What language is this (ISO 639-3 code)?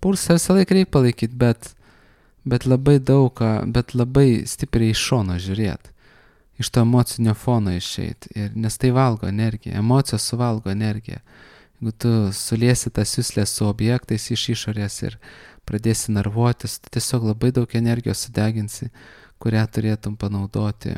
lit